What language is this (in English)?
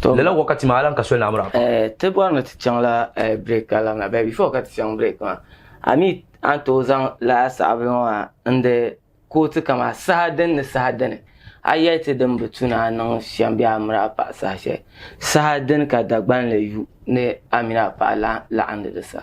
Dagbani